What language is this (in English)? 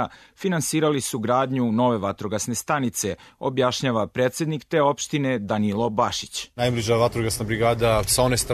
Serbian